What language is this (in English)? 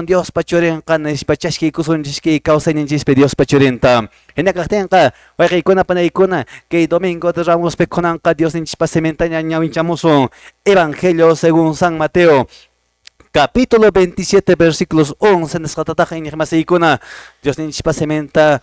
Quechua